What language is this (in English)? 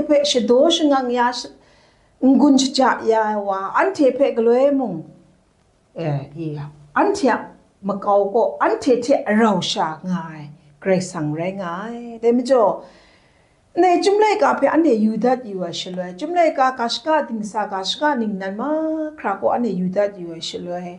Kachin